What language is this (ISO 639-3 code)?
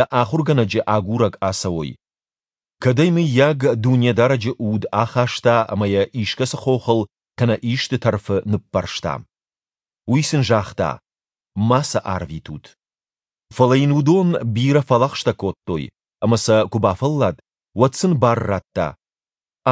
oss